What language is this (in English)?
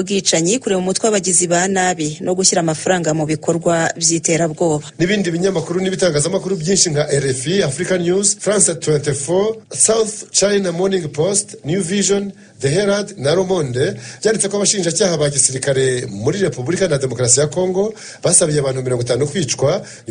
Kinyarwanda